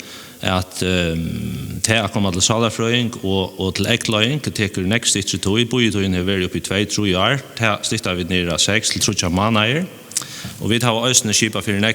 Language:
Faroese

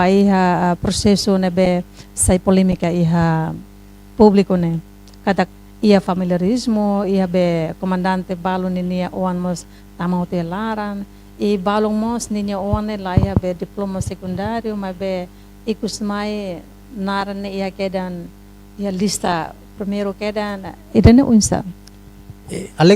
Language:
Tetum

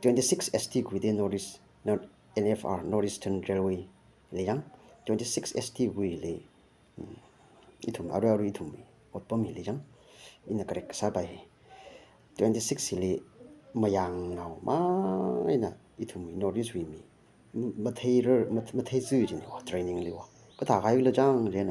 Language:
Tangkhul Naga (India)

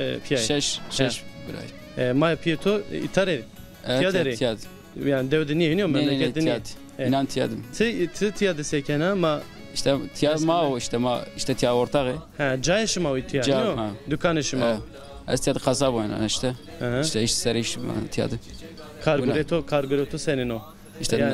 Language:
Zaza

